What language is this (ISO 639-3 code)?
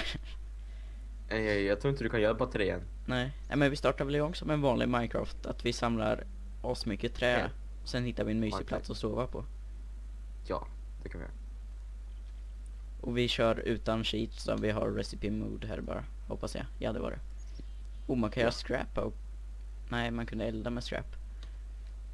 swe